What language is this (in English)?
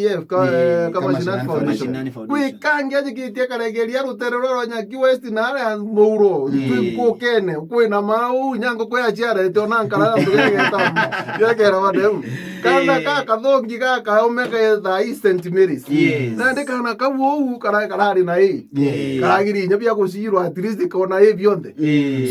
Meru